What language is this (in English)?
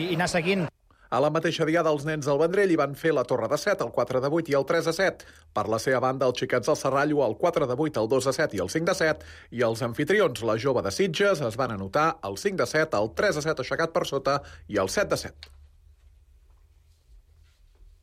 Catalan